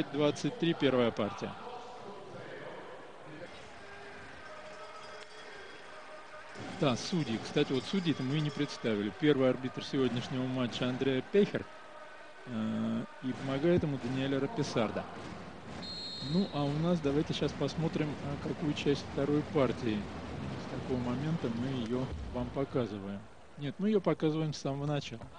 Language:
Russian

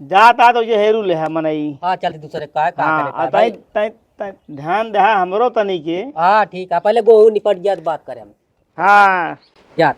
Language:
Awadhi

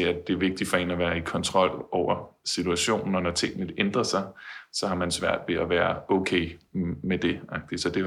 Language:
Danish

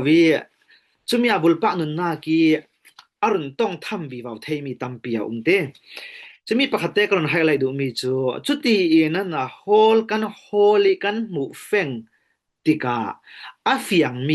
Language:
Falam Chin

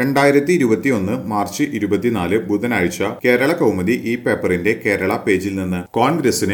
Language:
Malayalam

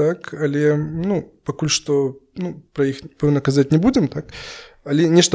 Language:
Belarusian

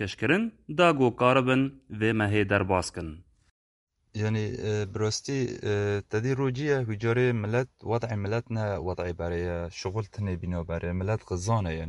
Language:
Kurdish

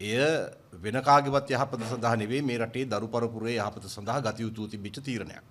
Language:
Sinhala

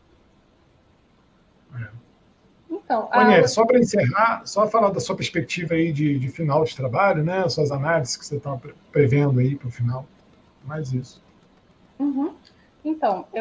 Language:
Portuguese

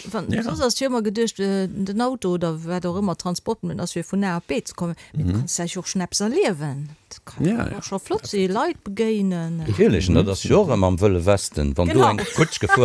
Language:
Luxembourgish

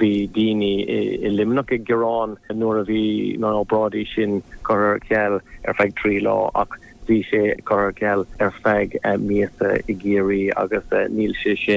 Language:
Irish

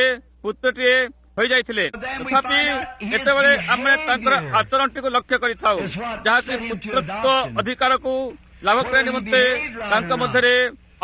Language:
Odia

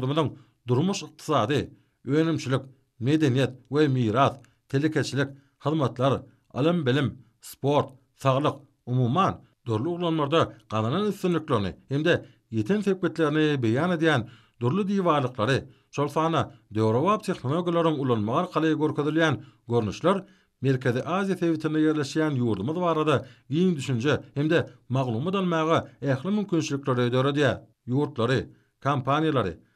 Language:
Turkmen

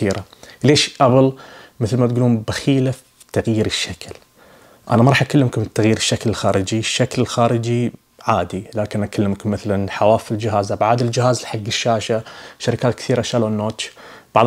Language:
Najdi Arabic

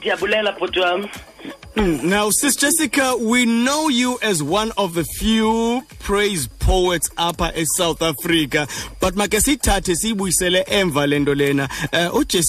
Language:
Xhosa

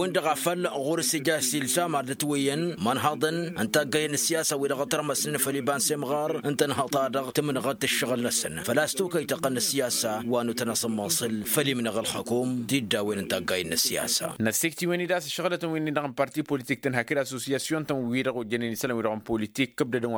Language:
Tamasheq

